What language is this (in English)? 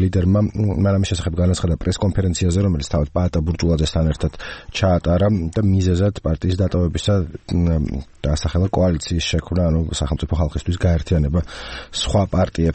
Georgian